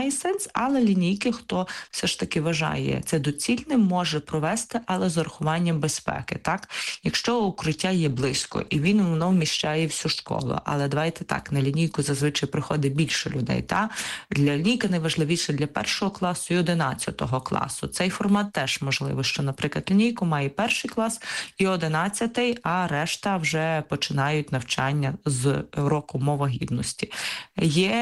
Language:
Ukrainian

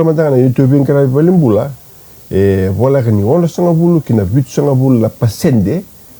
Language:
Fijian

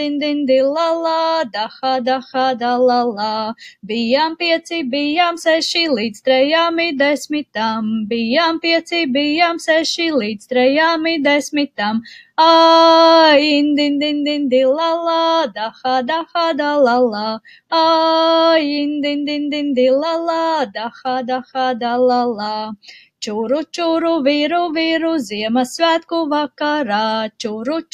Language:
Latvian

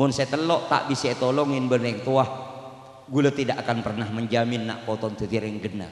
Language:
Madurese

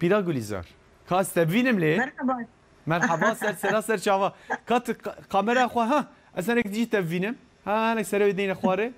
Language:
Kurdish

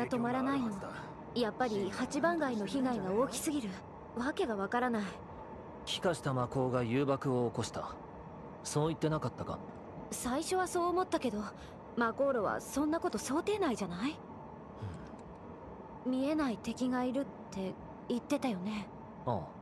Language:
Japanese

